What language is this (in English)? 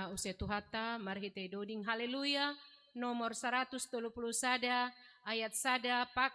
Batak Simalungun